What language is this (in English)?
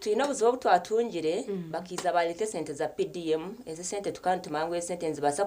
Nyankole